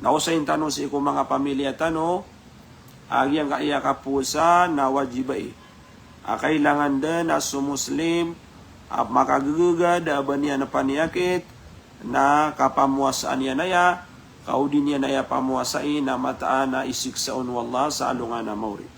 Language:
Maranao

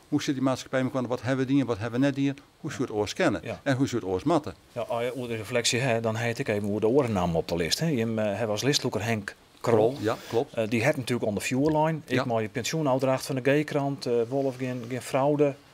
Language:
Western Frisian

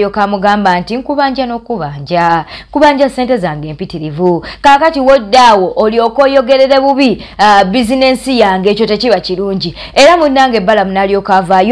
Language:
Ganda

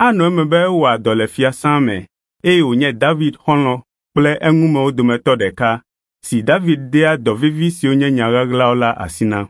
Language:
Ewe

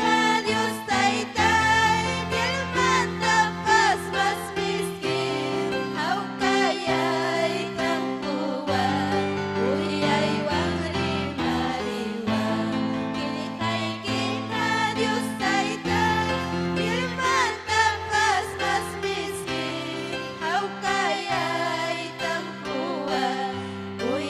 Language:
Ayacucho Quechua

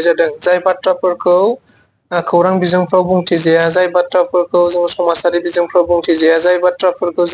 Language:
Bodo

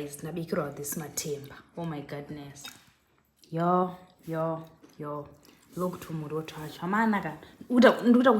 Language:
Shona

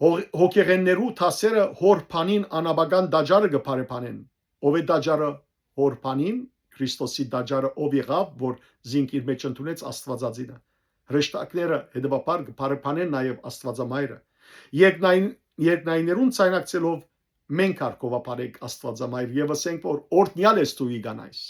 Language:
Western Armenian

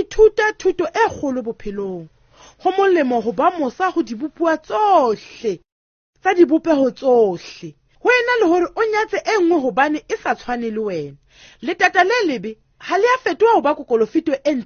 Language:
Southern Sotho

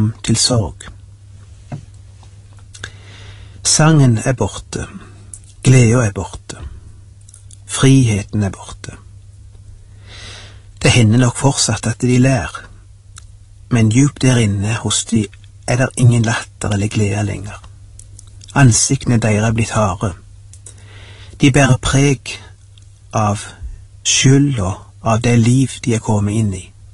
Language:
Norwegian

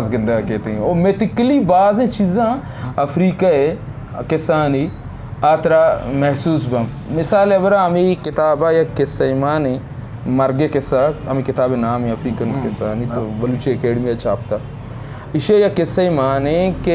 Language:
Eastern Balochi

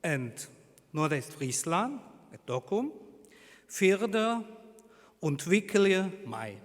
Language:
Western Frisian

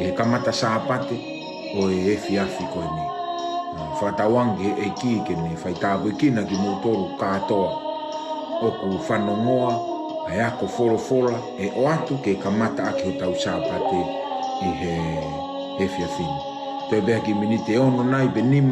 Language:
Tongan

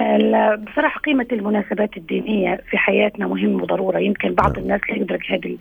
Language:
North Levantine Arabic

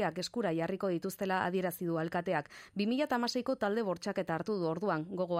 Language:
Basque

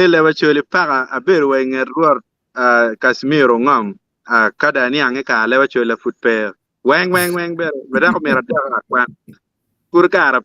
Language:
Acoli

